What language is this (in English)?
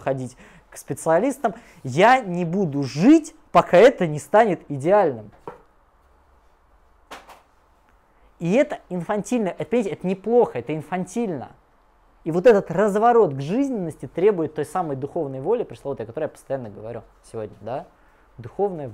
Russian